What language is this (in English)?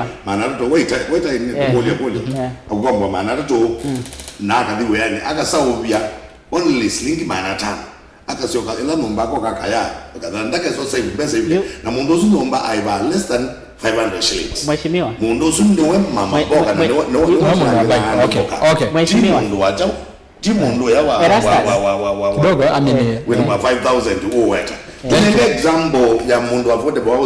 Kamba